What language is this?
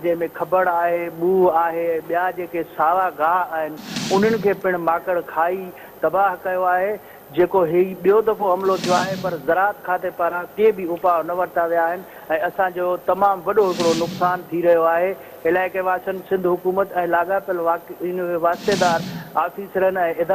Sindhi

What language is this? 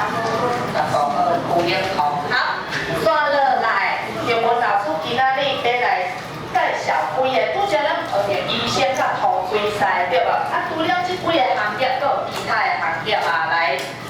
Min Nan Chinese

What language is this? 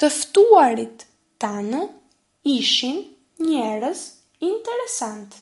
Albanian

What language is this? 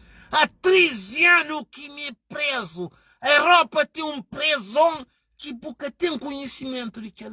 Kabuverdianu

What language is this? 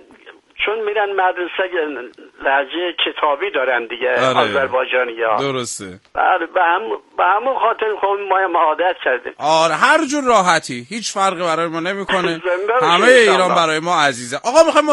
Persian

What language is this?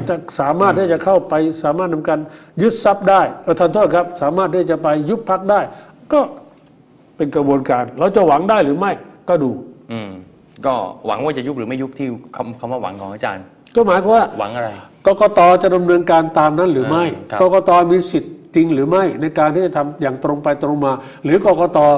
Thai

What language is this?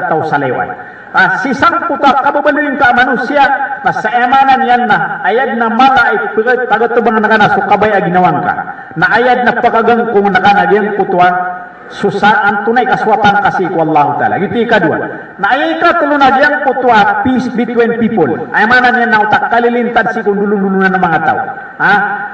Maranao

